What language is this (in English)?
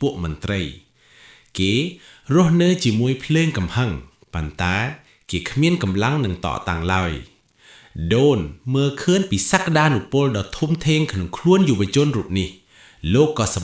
Khmer